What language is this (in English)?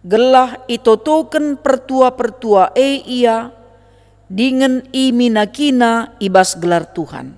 Batak Karo